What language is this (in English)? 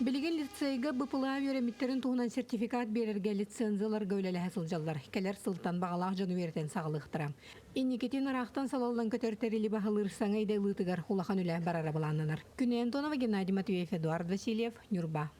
Yakut